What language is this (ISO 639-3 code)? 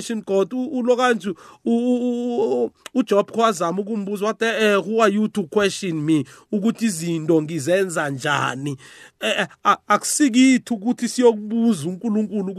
nbl